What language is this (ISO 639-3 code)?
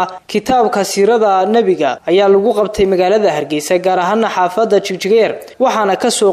som